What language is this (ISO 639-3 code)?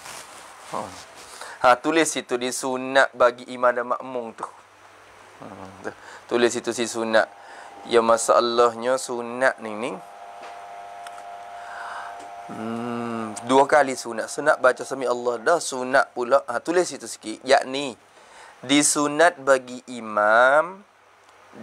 msa